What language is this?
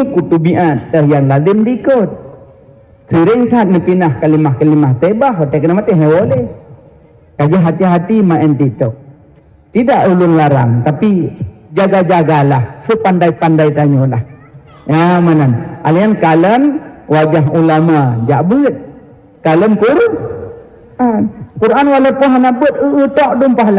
Achinese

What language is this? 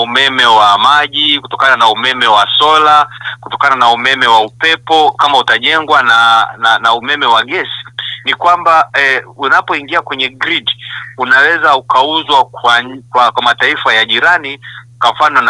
Swahili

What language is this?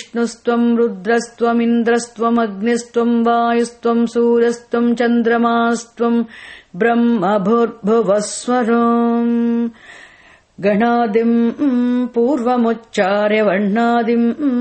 Sanskrit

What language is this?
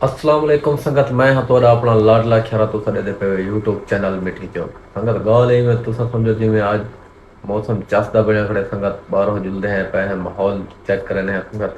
Saraiki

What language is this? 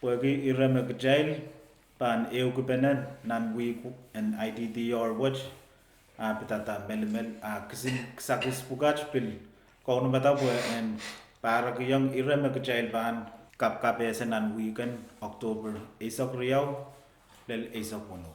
Pohnpeian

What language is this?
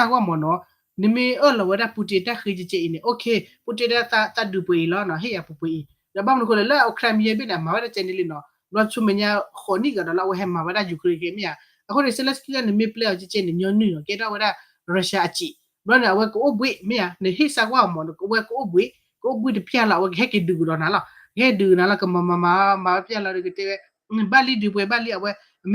S'gaw Karen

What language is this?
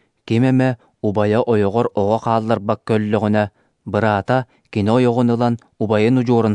Yakut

